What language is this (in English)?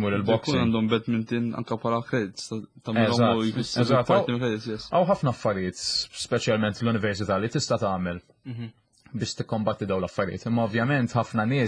Maltese